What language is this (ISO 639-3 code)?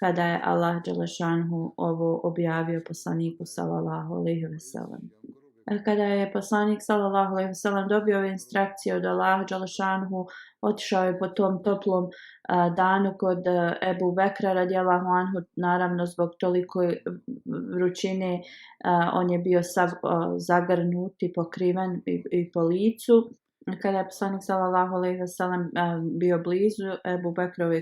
bos